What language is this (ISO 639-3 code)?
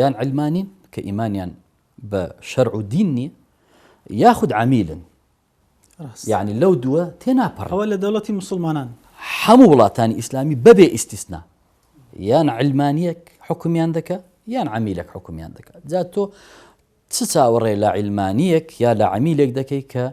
ckb